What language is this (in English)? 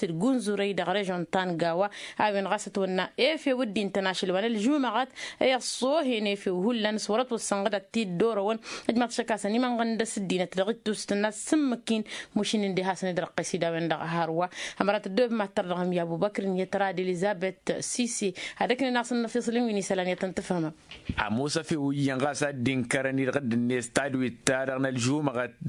Tamasheq